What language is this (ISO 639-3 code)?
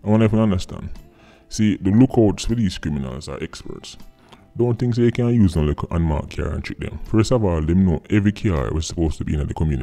jam